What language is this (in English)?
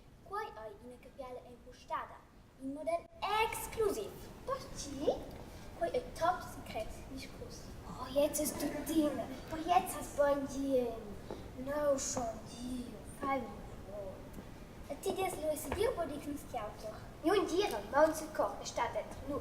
Romansh